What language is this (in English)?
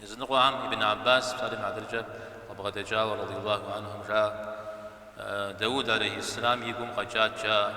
Kabardian